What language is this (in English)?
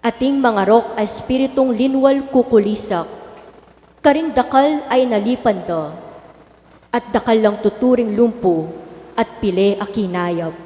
Pampanga